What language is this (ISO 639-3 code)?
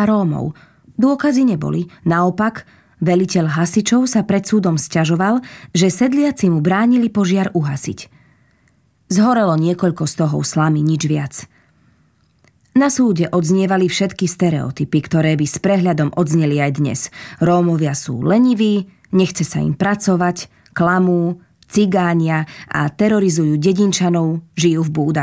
slk